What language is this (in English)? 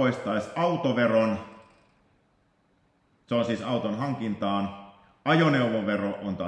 Finnish